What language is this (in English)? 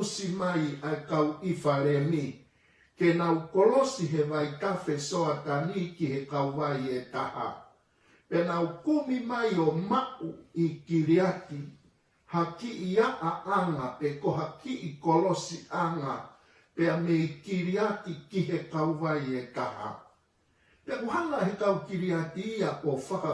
Tongan